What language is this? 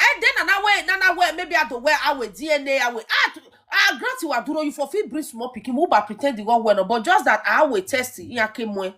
Nigerian Pidgin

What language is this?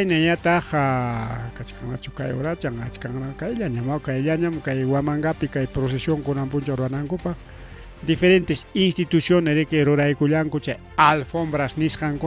Ayacucho Quechua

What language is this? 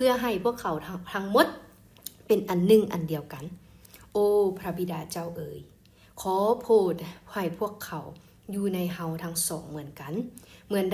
Lao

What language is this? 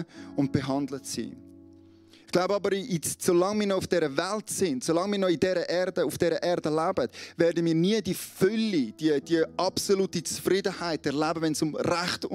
Swiss German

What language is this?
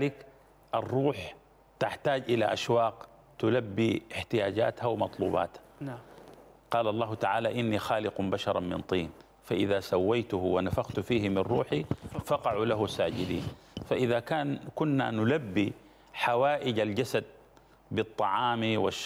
Arabic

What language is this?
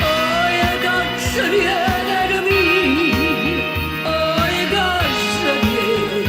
Neapolitan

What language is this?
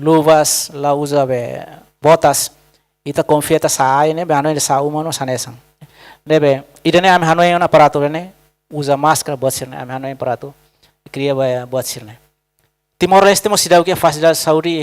Tetum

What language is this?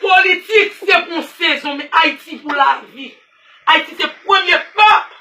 Haitian Creole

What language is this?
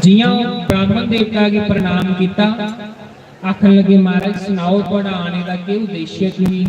Dogri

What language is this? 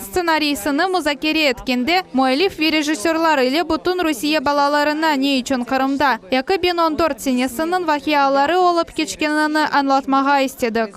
Crimean Tatar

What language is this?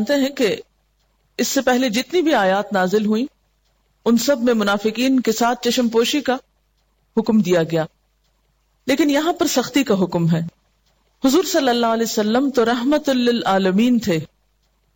Urdu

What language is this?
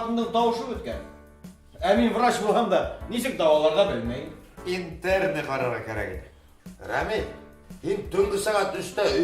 Bashkir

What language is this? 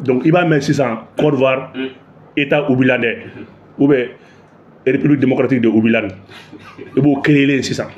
Bambara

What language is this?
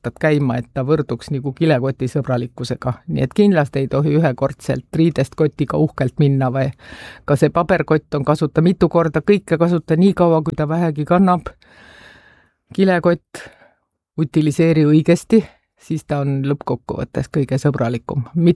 Estonian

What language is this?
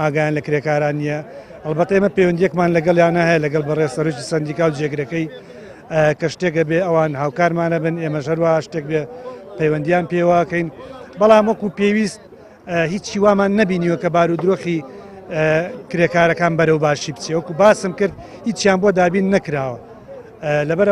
Central Kurdish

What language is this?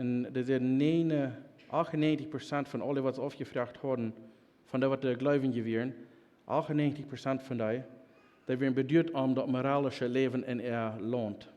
Plautdietsch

